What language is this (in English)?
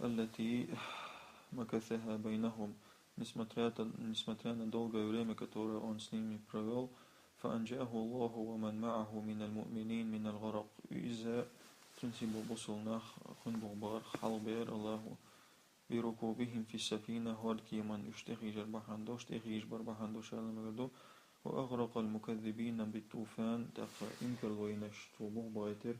Chechen